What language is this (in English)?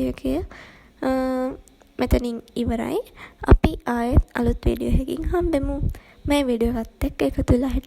Sinhala